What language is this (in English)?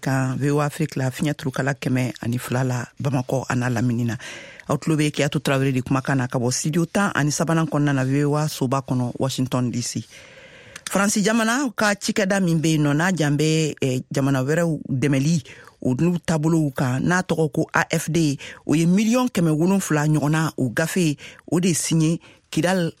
Bambara